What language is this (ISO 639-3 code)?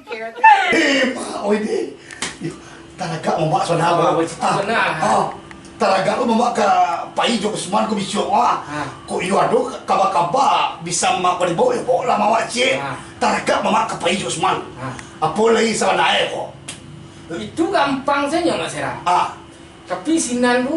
min